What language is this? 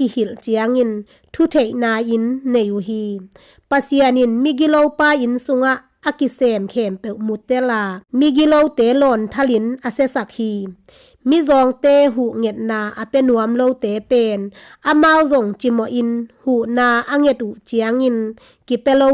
Tedim Chin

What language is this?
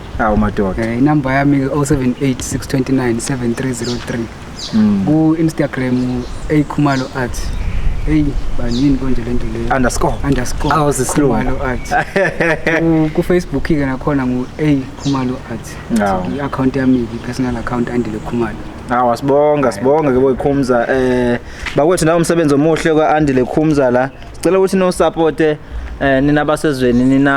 Zulu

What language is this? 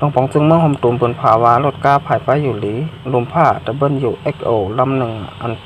Shan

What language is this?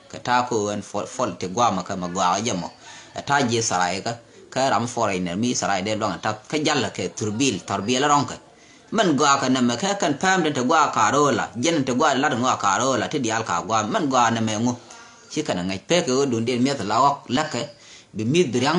Nuer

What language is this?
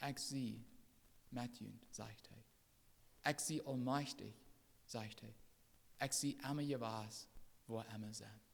Plautdietsch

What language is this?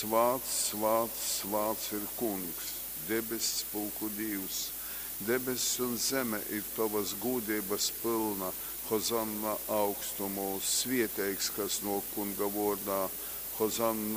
Latgalian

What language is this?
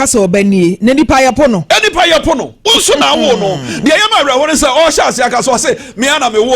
Akan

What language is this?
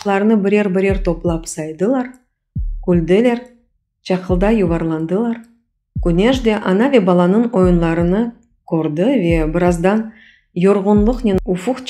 Crimean Tatar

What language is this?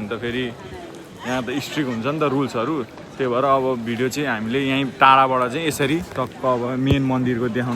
Nepali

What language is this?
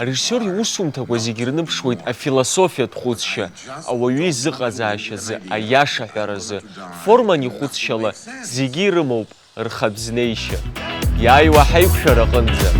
Abkhazian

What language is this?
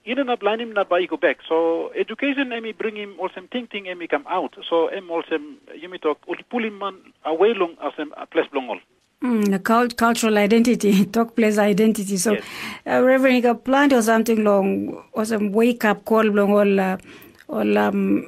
Tok Pisin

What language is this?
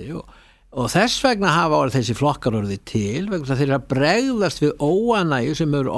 Icelandic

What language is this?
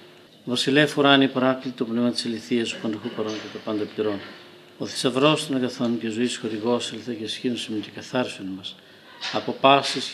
Greek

